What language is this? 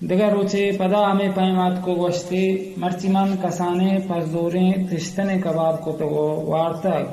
Baluchi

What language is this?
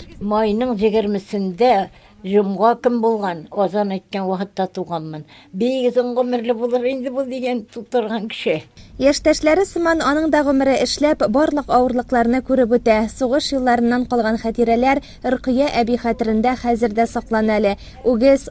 Tatar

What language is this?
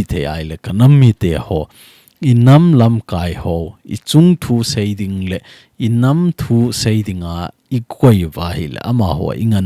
Thado Chin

